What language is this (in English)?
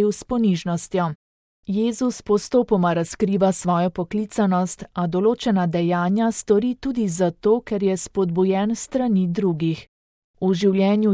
Slovenian